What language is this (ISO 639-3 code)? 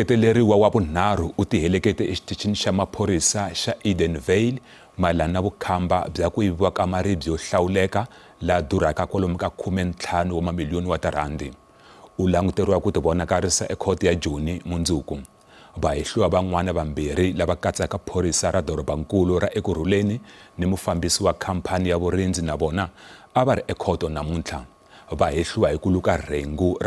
tso